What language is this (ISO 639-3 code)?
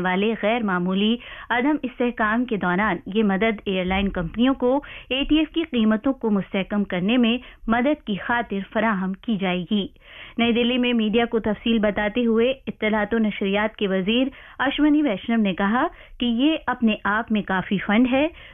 urd